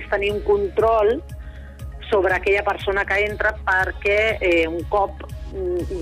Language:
Catalan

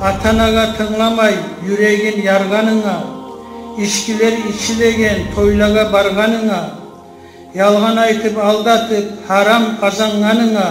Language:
Kumyk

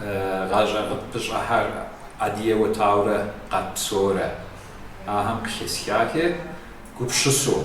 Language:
Kabardian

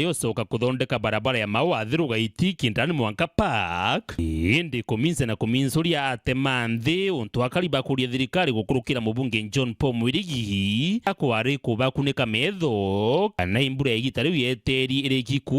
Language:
Meru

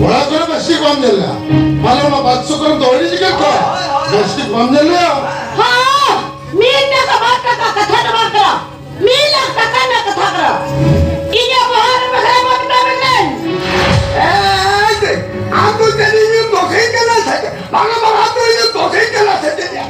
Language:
Santali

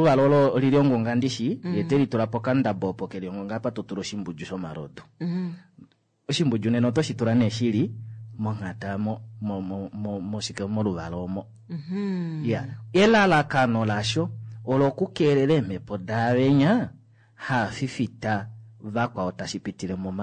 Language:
Kuanyama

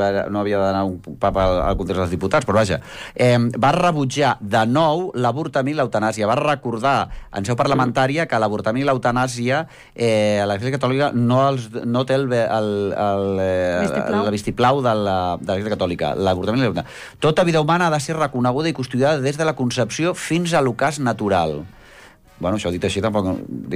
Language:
Catalan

